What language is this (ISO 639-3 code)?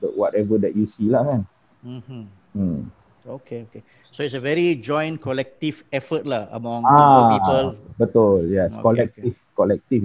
msa